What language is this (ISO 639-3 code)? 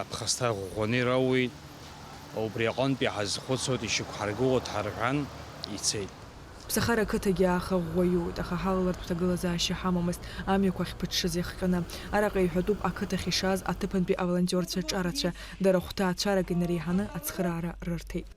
abk